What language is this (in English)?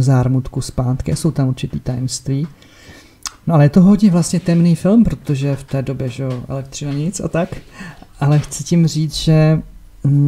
Czech